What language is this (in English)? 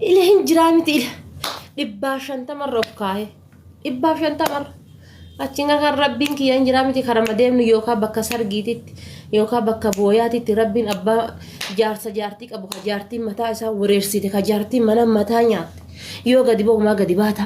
Oromo